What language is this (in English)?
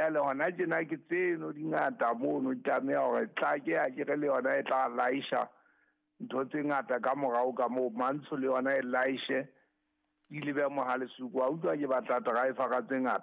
Southern Sotho